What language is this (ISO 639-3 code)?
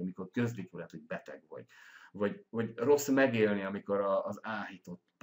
hun